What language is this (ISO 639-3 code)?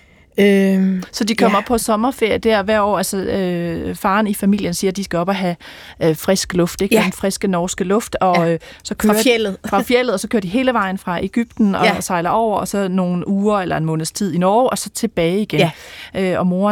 dan